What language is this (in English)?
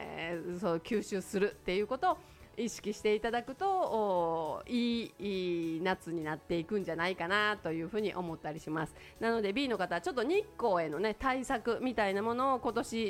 Japanese